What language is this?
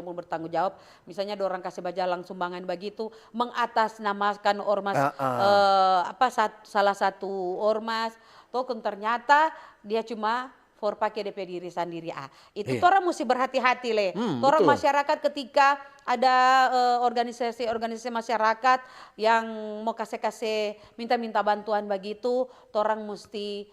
Manado Malay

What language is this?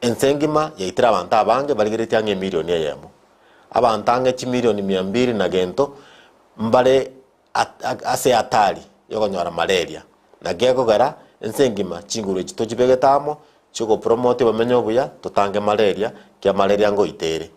Gusii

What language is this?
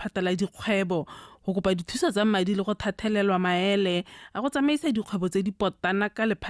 Tswana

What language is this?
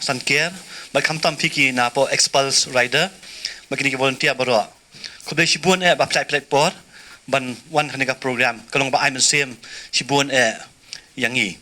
Khasi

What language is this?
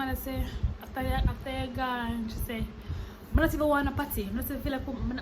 Jamaican Creole English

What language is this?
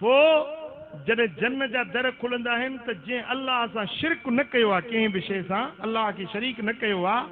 Sindhi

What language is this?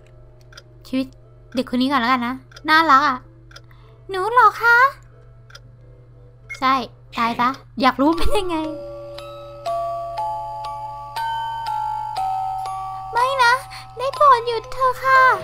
Thai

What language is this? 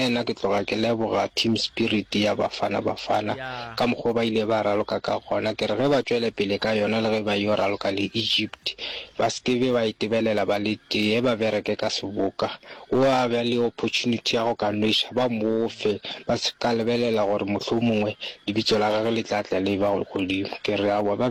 Northern Sotho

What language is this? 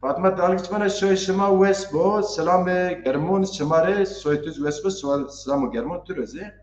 Zaza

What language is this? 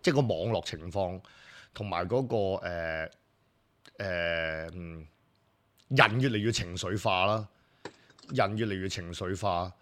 Cantonese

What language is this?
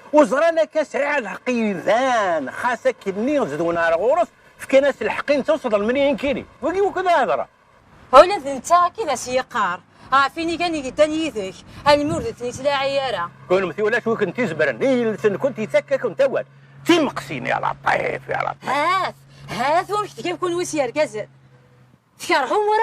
Kabyle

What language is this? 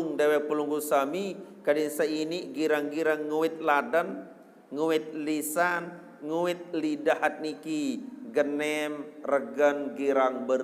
Sasak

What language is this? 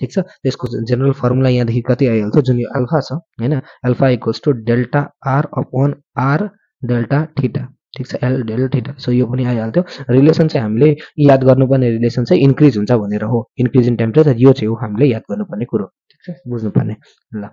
Nepali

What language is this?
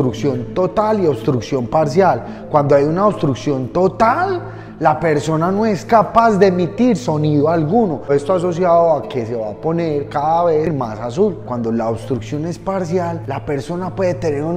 Spanish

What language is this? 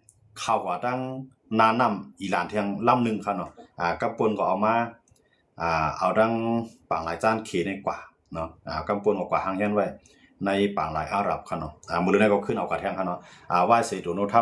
Shan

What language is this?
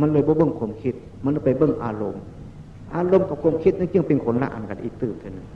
Northeastern Thai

